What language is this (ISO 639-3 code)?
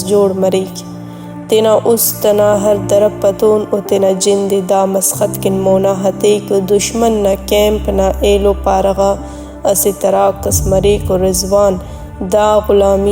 brh